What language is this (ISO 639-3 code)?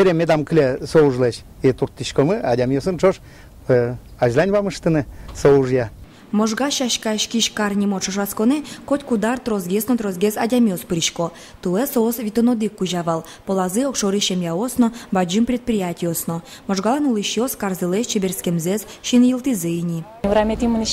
udm